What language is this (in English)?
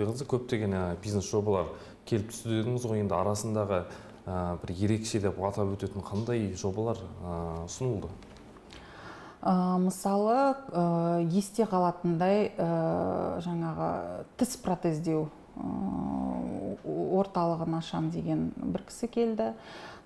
Kazakh